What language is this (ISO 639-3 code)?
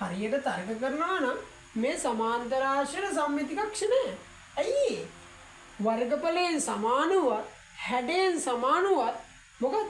sin